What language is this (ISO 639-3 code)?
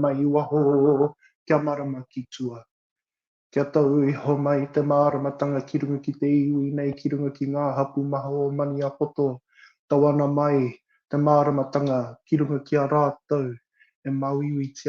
mri